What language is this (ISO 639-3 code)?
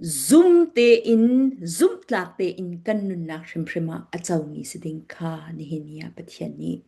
cfm